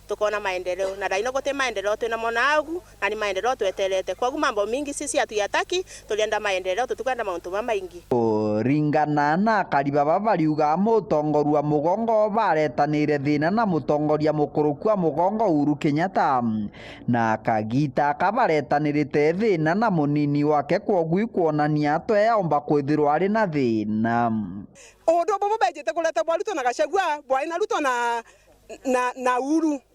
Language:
Meru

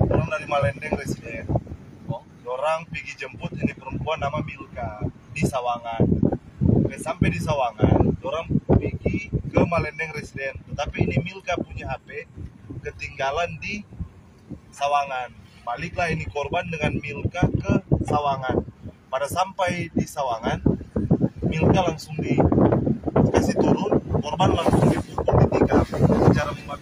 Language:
Manado Malay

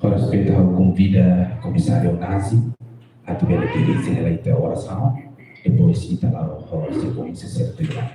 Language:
Tetum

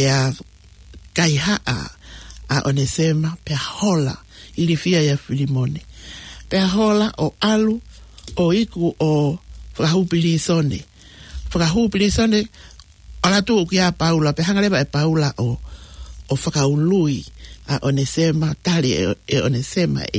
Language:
Tongan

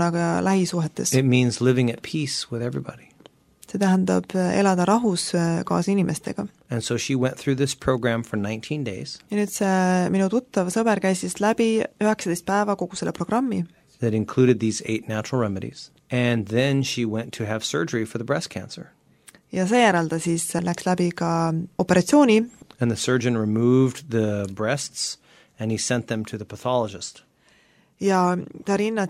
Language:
Estonian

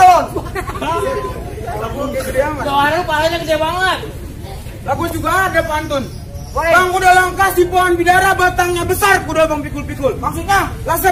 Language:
Betawi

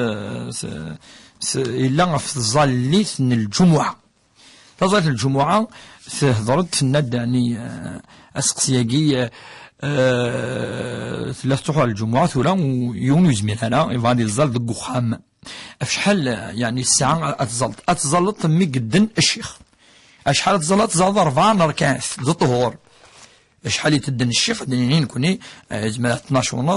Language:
Kabyle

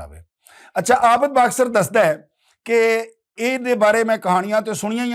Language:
Western Panjabi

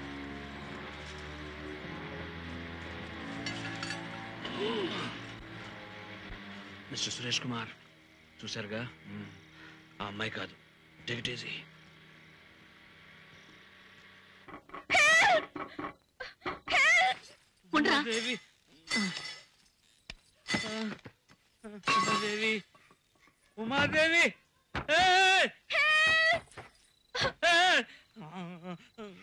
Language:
Telugu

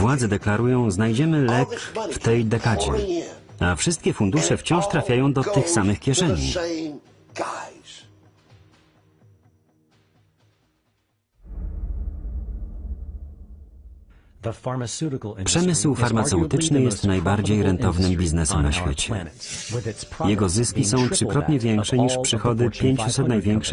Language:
Polish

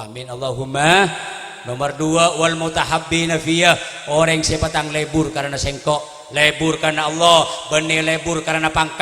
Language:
Madurese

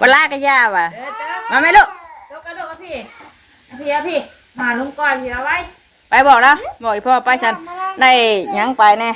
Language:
Northeastern Thai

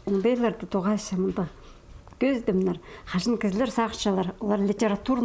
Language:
Khakas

